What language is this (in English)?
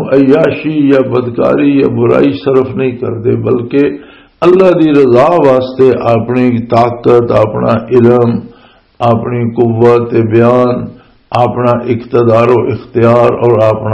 Western Panjabi